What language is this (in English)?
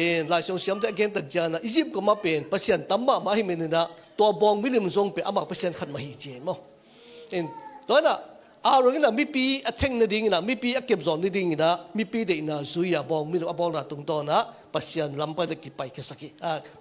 Tedim Chin